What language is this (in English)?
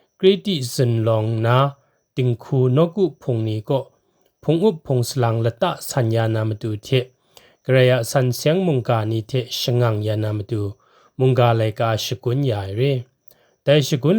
Kachin